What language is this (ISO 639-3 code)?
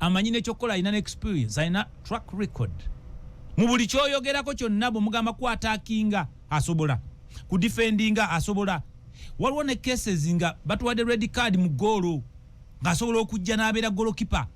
lug